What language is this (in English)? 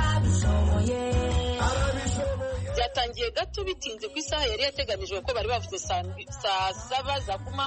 Kinyarwanda